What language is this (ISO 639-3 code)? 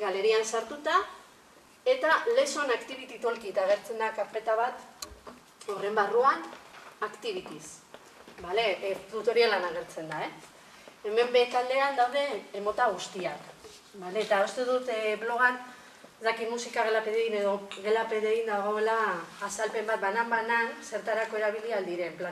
eus